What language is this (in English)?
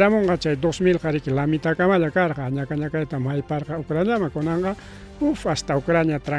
Ayacucho Quechua